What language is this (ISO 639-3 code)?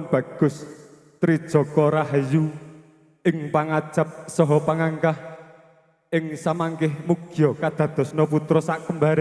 jav